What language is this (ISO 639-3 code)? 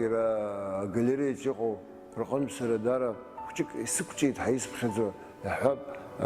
abk